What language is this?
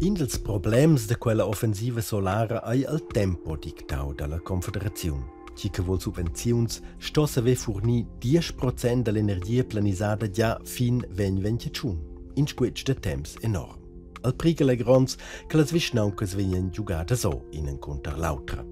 Romansh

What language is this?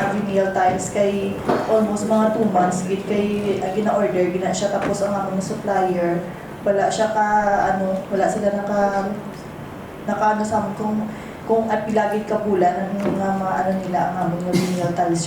Hiligaynon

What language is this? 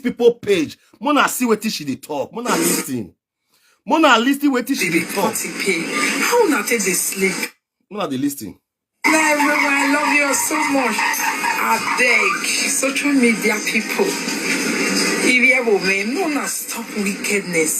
Nigerian Pidgin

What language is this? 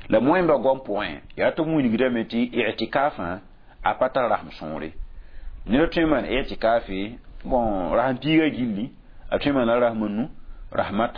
Mossi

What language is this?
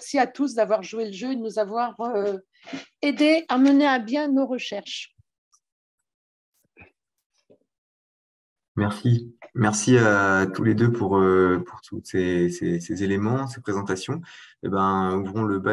French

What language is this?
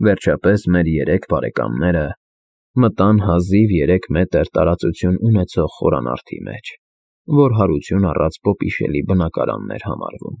Armenian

